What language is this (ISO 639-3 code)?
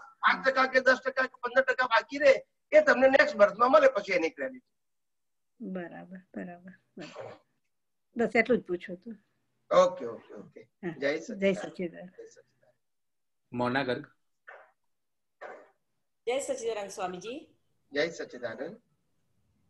guj